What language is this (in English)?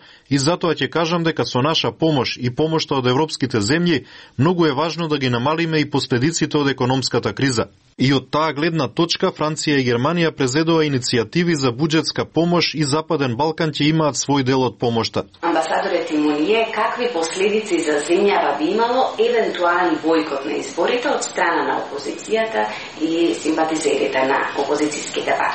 Macedonian